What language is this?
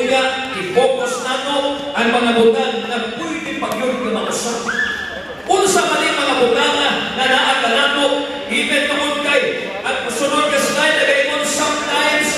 Cebuano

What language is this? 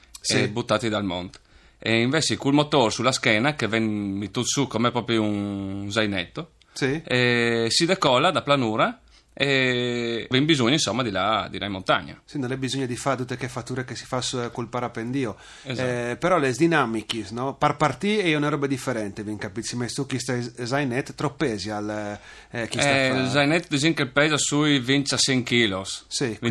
Friulian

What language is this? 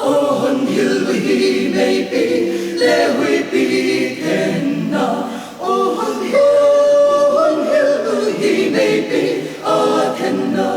Paite Chin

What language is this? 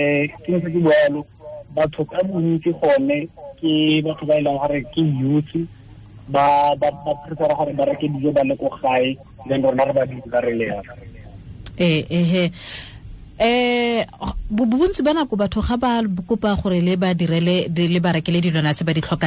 Tswana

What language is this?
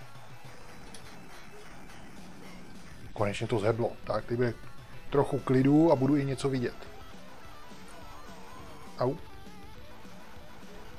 Czech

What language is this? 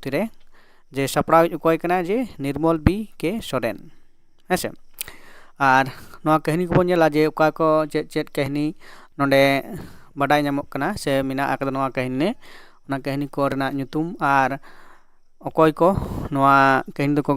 Santali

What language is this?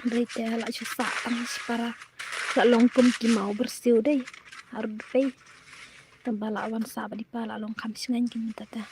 Khasi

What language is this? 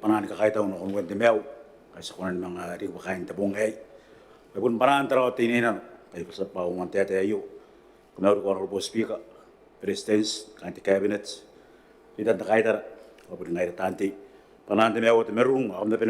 Gilbertese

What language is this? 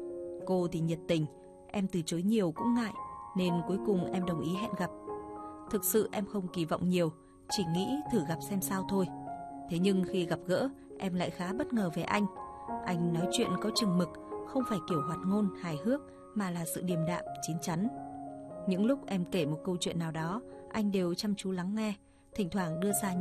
Vietnamese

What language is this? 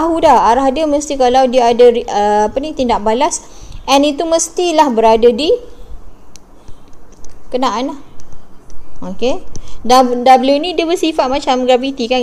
Malay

